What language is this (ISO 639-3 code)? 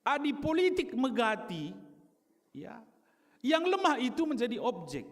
btx